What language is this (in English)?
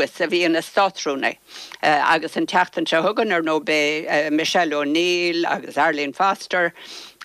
Irish